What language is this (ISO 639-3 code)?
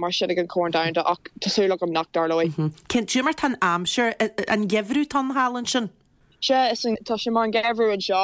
gle